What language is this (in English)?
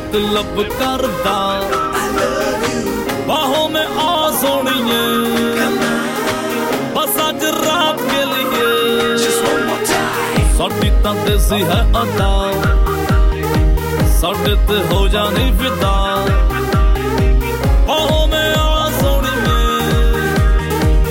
Hindi